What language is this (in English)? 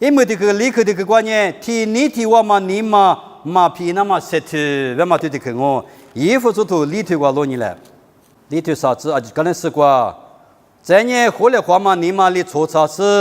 Lisu